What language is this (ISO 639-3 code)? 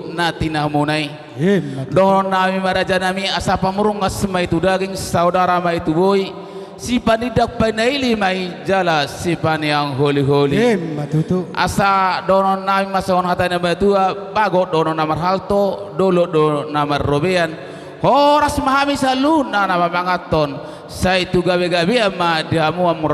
bbc